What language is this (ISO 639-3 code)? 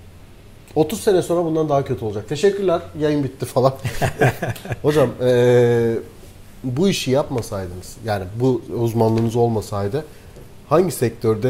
tur